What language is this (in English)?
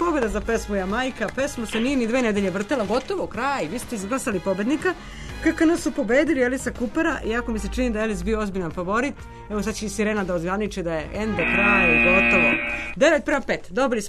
Serbian